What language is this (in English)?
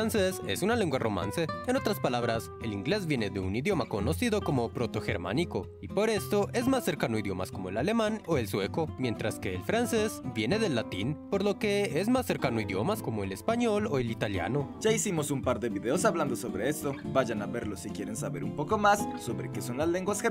Spanish